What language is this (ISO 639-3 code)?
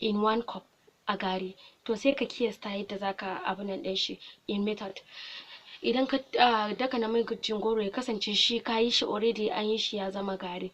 hau